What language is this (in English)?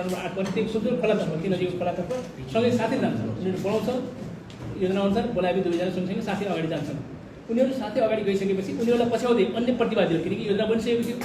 Nepali